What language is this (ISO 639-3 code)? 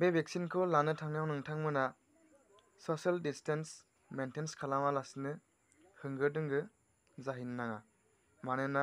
brx